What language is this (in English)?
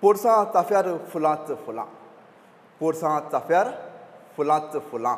Konkani